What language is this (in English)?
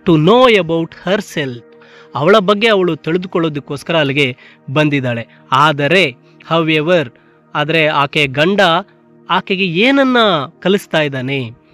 Kannada